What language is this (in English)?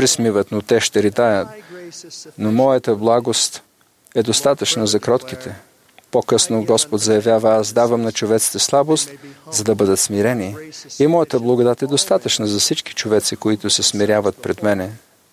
Bulgarian